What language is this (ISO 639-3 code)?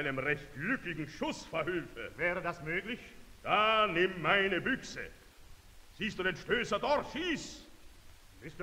deu